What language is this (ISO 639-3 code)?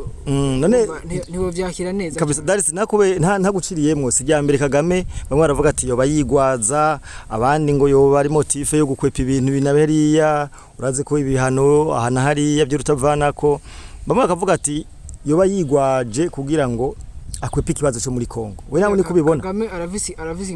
run